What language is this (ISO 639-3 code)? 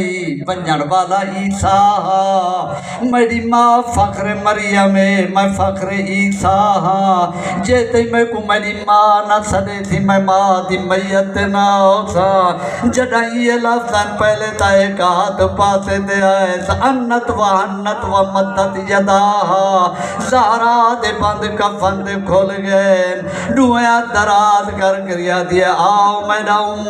skr